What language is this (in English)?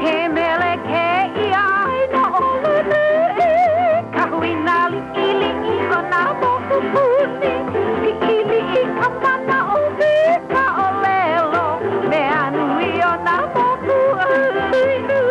Hawaiian